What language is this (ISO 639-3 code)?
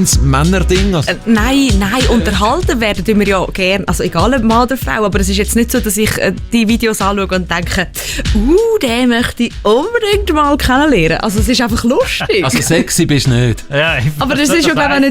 gsw